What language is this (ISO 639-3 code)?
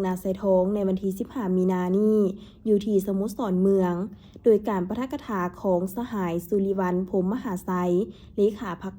lao